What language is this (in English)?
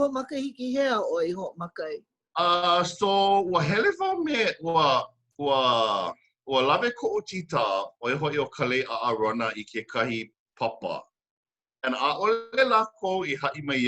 Hawaiian